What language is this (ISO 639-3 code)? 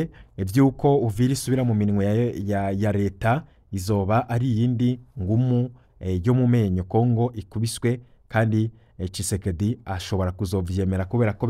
run